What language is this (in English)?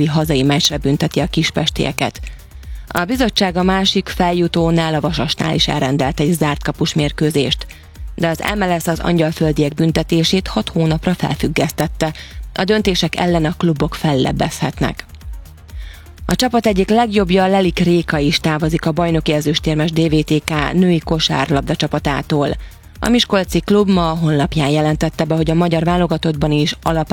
Hungarian